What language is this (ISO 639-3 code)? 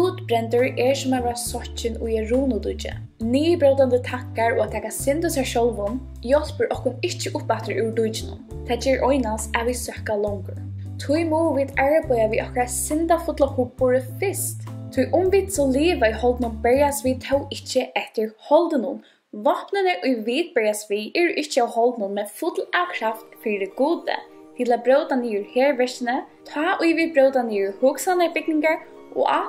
fao